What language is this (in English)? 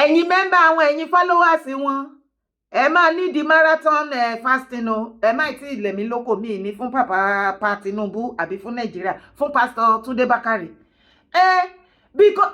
Yoruba